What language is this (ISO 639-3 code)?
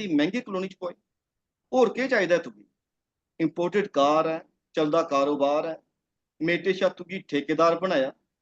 doi